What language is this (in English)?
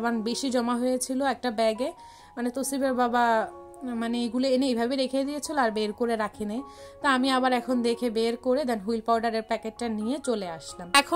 Bangla